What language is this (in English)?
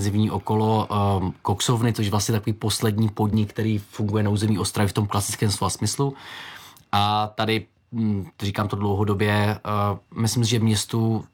Czech